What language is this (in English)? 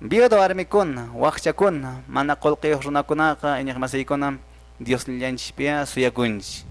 Quechua